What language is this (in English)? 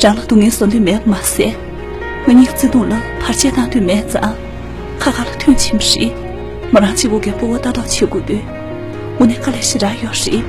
Tibetan